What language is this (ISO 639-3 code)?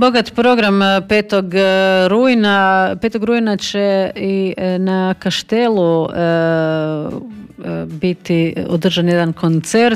hrv